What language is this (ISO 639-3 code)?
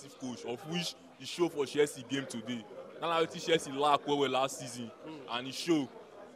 pcm